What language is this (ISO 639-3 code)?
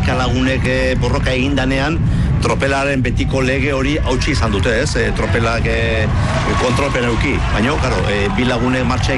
eus